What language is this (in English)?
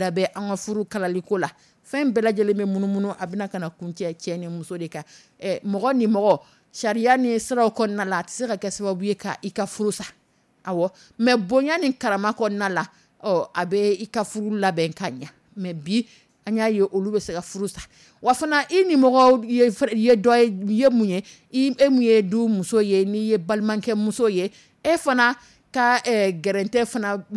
Dyula